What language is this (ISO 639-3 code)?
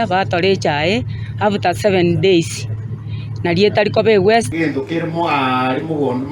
guz